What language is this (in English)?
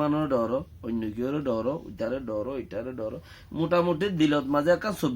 Rohingya